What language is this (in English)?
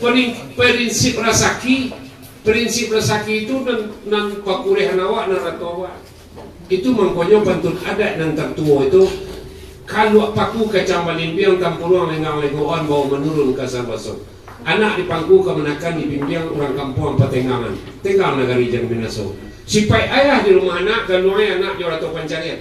Minangkabau